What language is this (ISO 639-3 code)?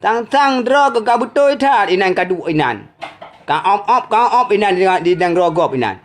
ace